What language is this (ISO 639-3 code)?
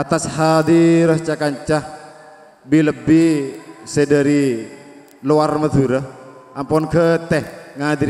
mad